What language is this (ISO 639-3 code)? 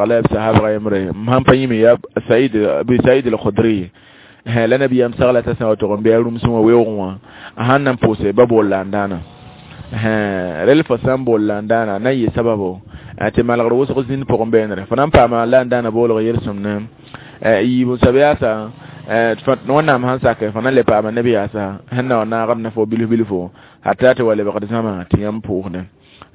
mos